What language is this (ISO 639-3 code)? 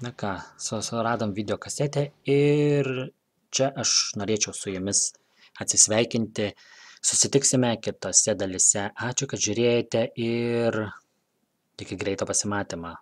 lit